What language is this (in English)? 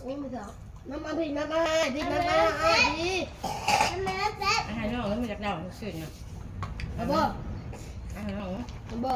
Northeastern Thai